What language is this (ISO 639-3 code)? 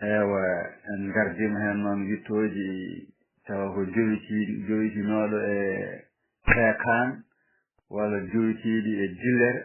ful